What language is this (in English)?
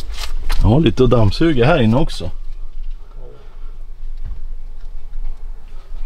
Swedish